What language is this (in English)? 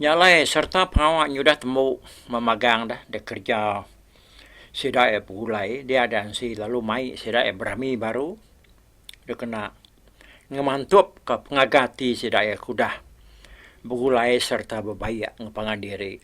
Iban